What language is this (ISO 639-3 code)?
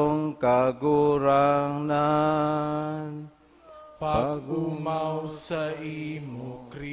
bik